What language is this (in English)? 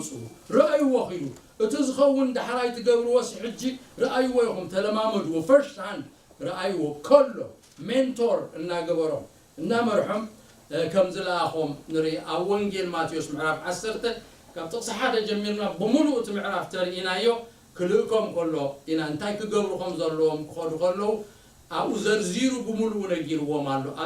Tigrinya